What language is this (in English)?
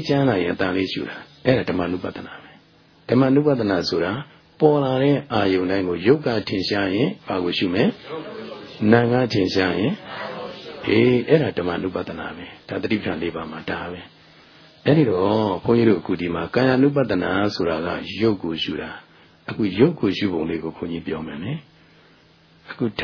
Burmese